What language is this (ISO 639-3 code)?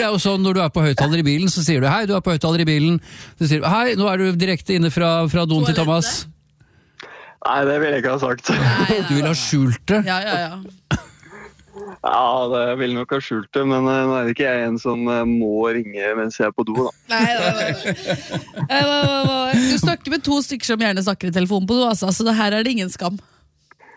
nor